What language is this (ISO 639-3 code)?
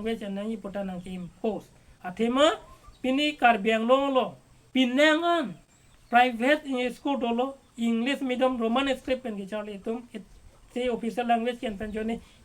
mjw